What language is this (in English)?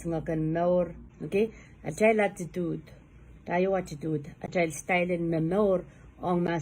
Pohnpeian